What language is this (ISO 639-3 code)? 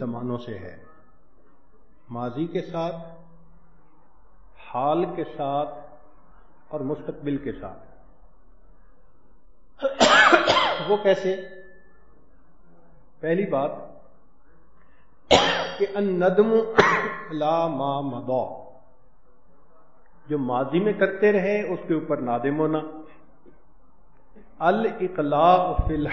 urd